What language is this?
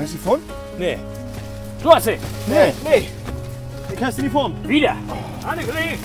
Low German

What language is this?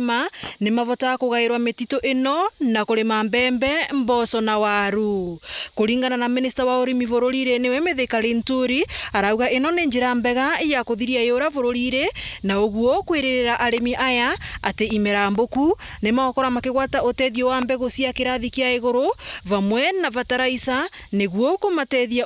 Meru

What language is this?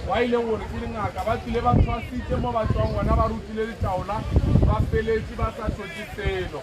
Northern Sotho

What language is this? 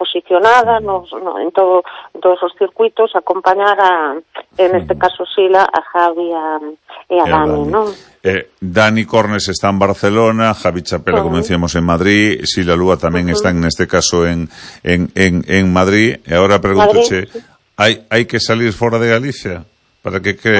Galician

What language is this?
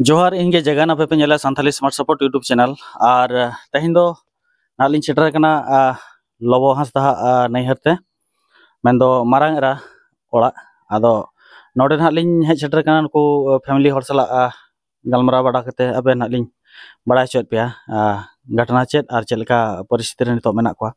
Santali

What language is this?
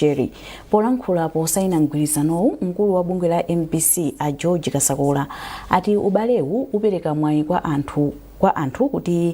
Nyanja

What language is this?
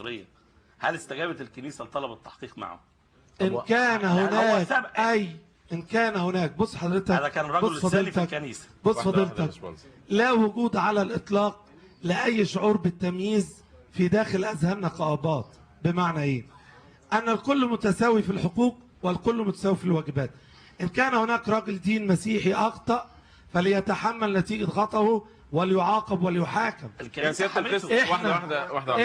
Egyptian Arabic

